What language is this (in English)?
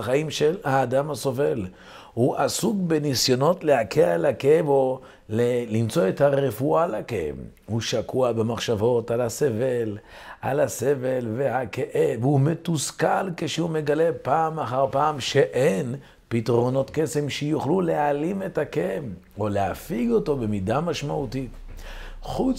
Hebrew